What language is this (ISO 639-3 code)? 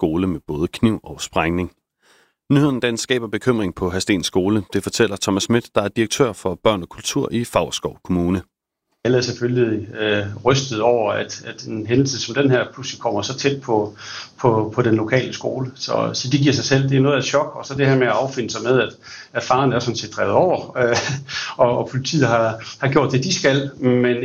dan